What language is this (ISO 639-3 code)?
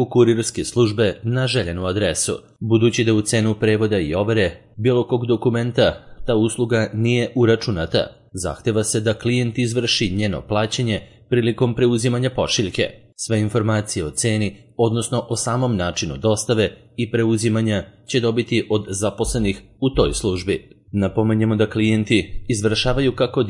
srp